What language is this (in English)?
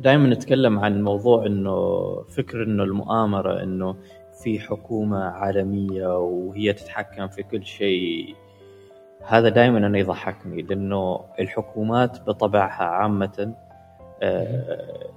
Gulf Arabic